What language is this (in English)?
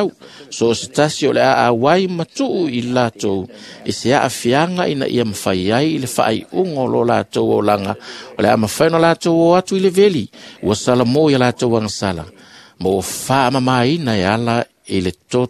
Samoan